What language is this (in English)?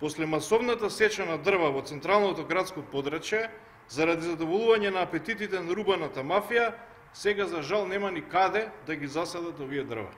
Macedonian